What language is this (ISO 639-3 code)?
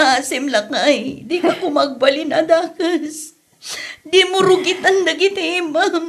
ilo